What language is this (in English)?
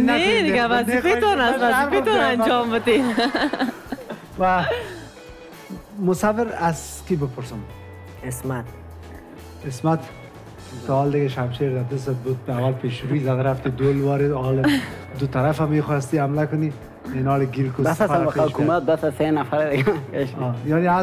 Persian